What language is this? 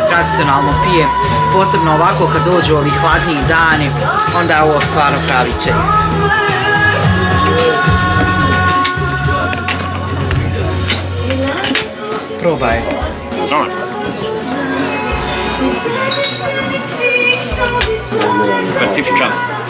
Bosnian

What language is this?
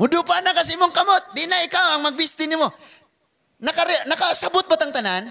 Cebuano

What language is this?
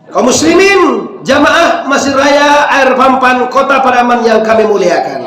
Minangkabau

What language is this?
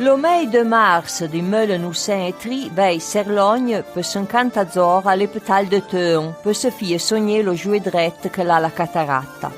Arpitan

